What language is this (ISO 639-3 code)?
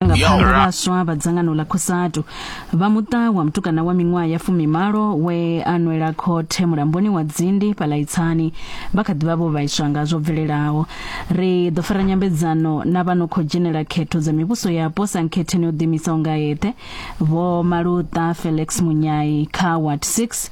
ven